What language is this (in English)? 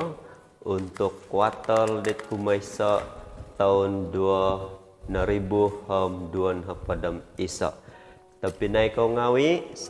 Central Dusun